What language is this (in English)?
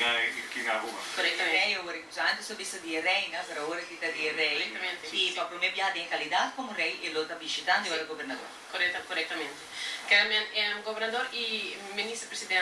Papiamento